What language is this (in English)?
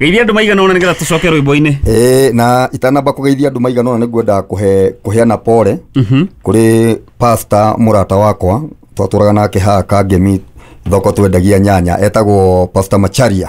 Kikuyu